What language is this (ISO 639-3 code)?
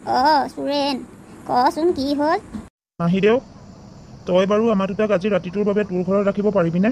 asm